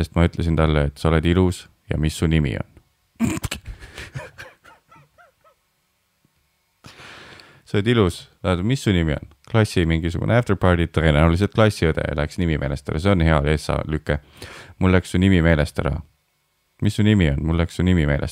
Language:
Estonian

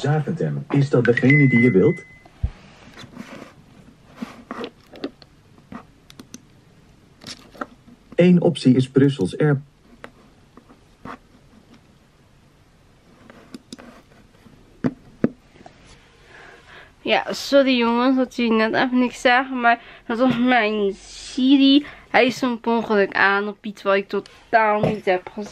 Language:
Dutch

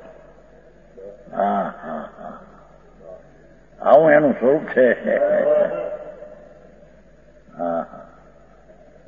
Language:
Gujarati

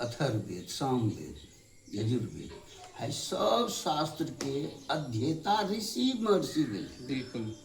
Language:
Angika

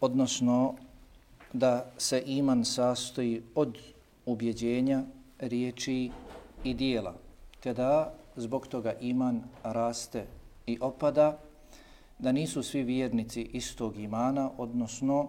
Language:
Bosnian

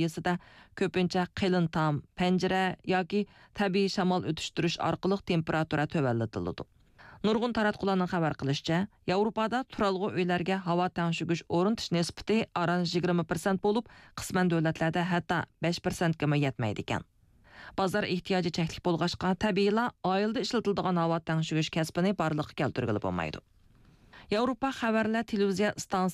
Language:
Uyghur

